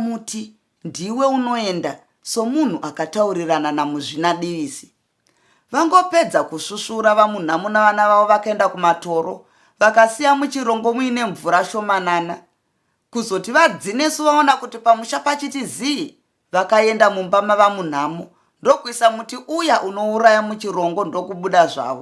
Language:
Shona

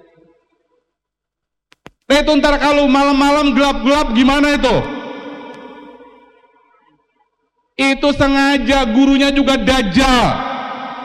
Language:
Indonesian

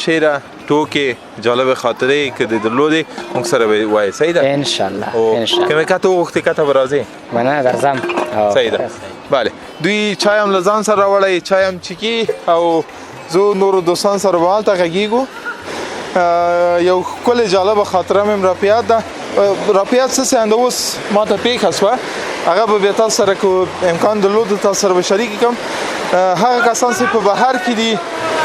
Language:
Pashto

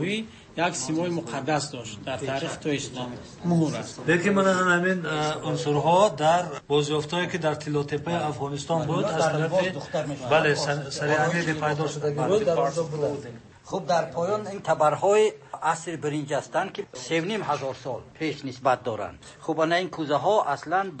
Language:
Persian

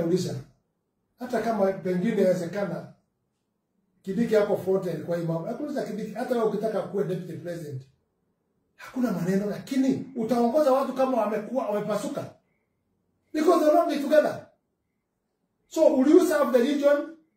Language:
Swahili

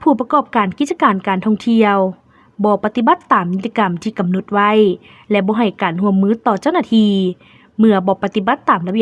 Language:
Lao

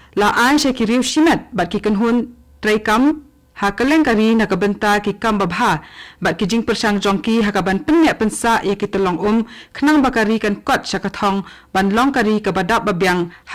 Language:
Khasi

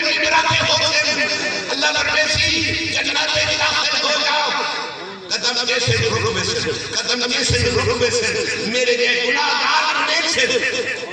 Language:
Saraiki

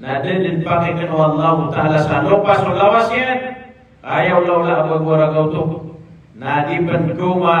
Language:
Maranao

